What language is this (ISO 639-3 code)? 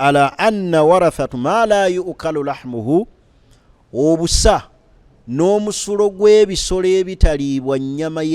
lug